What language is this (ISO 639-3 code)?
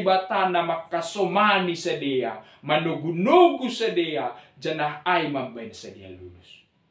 bts